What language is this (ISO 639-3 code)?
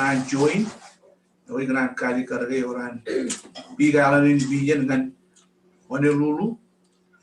mah